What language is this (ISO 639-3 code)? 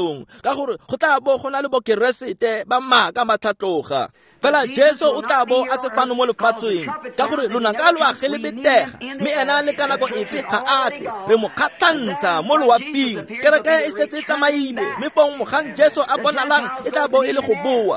tsn